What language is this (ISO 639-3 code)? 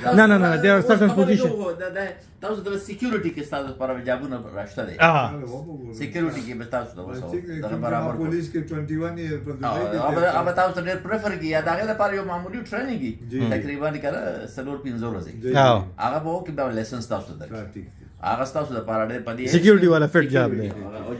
pus